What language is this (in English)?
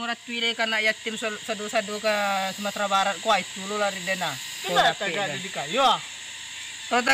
Minangkabau